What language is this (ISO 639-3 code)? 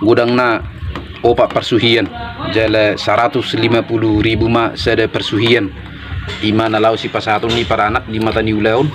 bbc